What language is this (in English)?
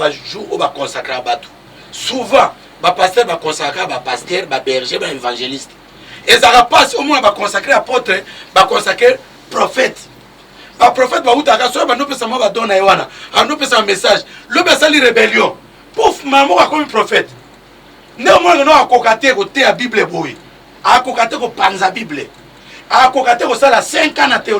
Lingala